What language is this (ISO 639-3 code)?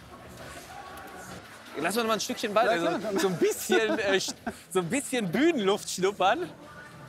deu